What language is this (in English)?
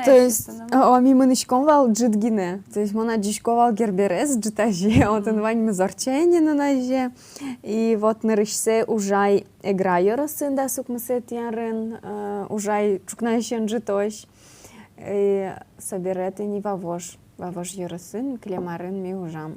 Udmurt